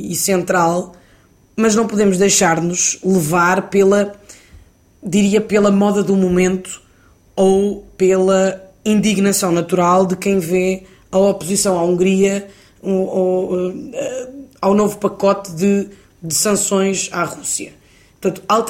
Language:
Portuguese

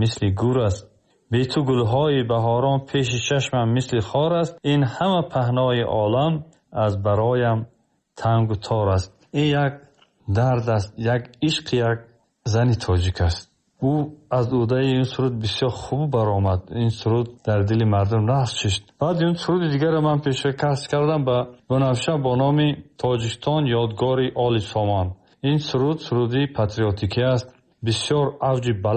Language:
Tajik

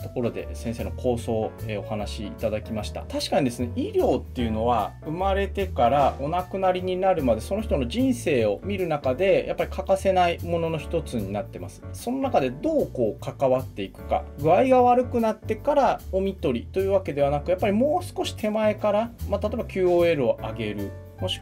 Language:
Japanese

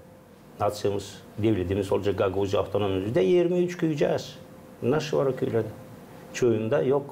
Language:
Gagauz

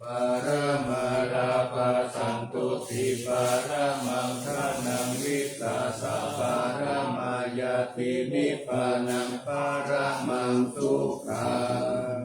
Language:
Pali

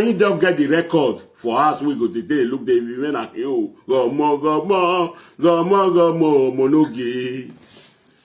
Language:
Nigerian Pidgin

